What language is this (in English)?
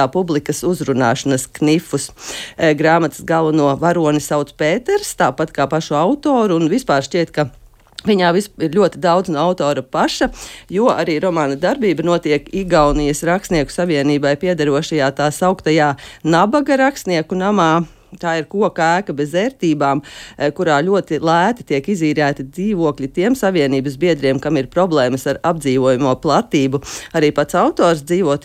Latvian